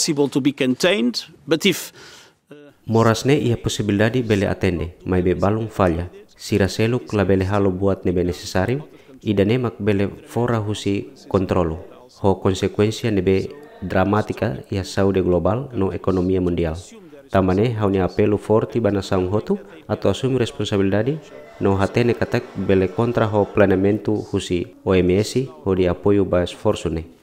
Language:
Tetum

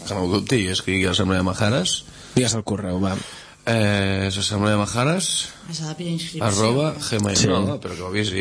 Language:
Catalan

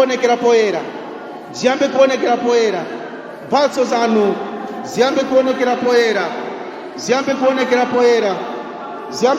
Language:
Nyanja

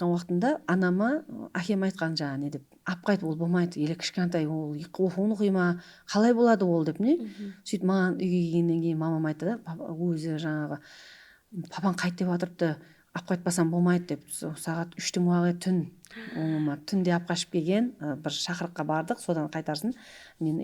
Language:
Kara-Kalpak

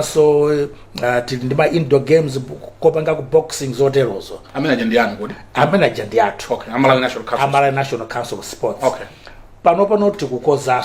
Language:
Nyanja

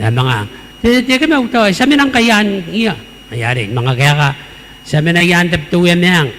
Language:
Gilbertese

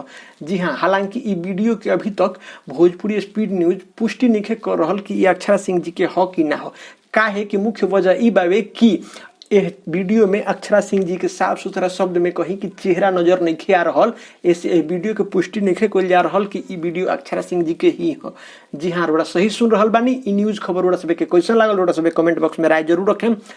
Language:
Bhojpuri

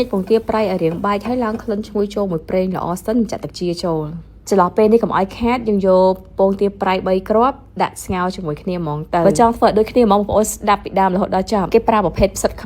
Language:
Khmer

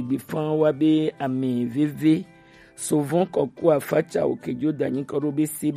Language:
Gen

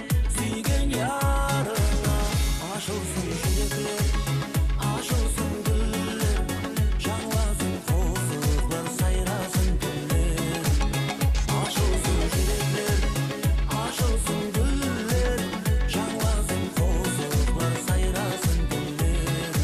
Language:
Kara-Kalpak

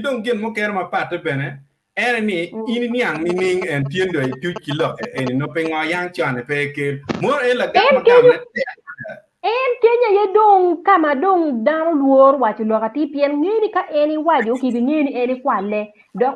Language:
Acoli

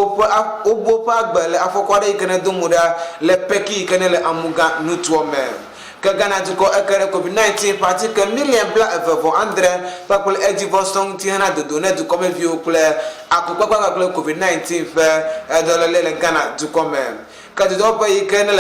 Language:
Ewe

